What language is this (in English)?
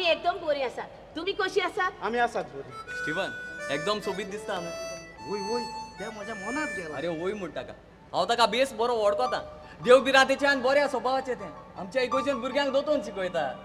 Konkani